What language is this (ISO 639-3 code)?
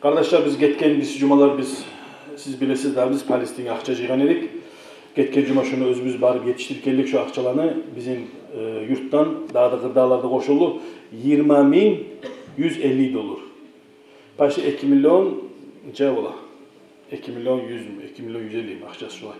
kum